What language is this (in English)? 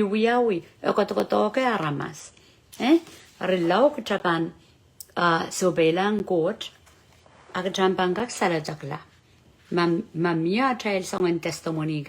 Pohnpeian